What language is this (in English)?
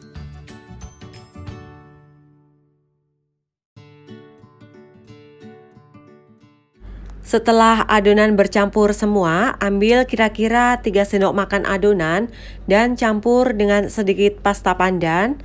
Indonesian